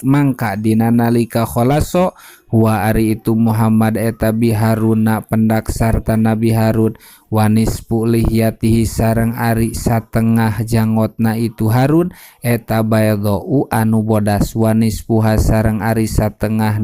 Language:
Sundanese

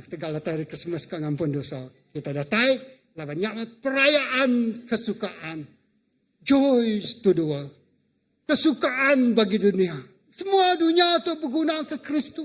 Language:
Iban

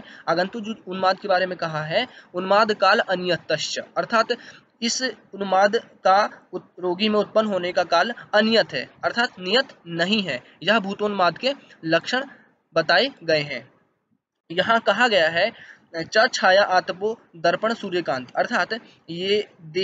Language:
Hindi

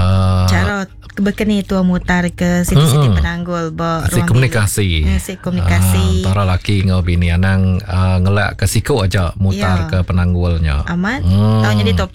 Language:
Iban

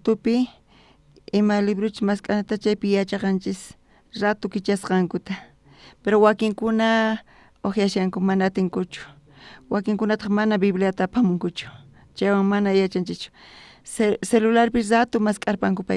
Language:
South Bolivian Quechua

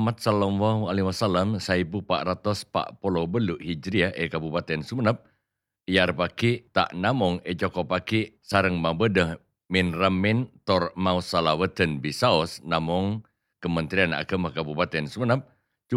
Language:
Madurese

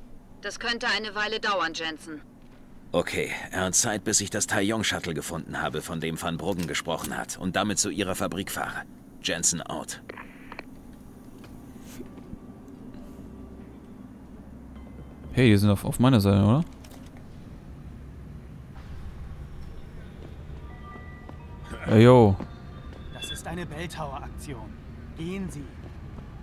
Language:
German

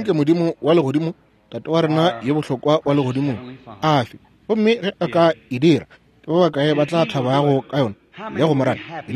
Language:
Northern Sotho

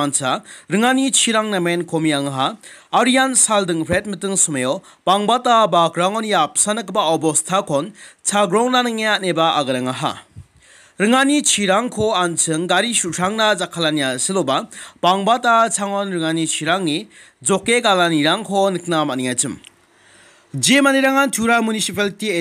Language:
Garo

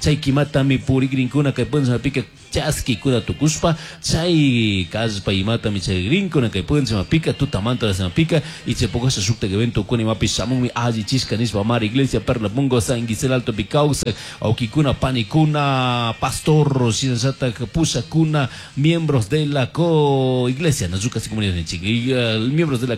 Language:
Chimborazo Highland Quichua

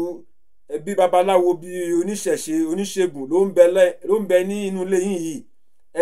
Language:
Yoruba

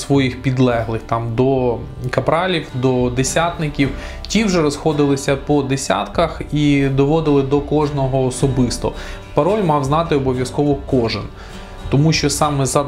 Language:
Ukrainian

